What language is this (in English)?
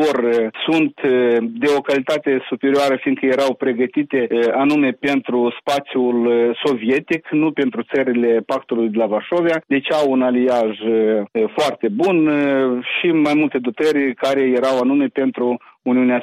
Romanian